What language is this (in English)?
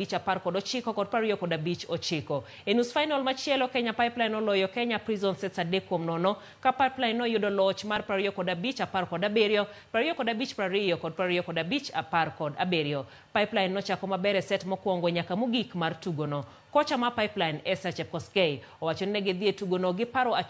Luo (Kenya and Tanzania)